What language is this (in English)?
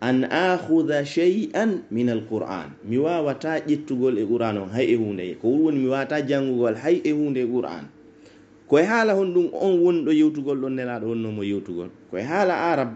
Pular